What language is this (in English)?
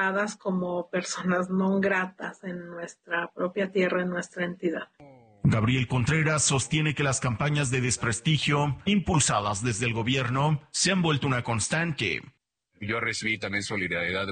Spanish